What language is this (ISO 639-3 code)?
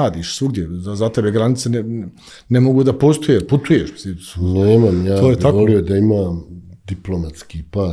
bos